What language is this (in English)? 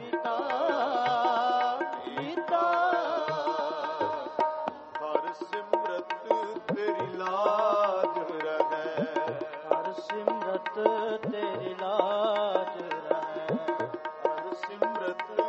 Punjabi